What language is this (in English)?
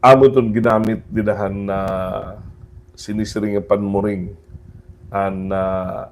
Waray